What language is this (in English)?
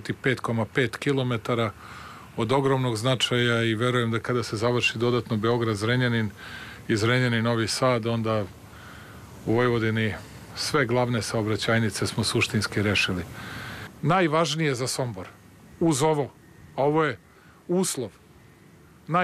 Serbian